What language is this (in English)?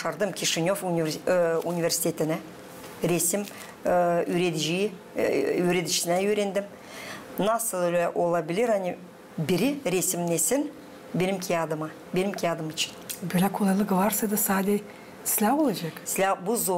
Gagauz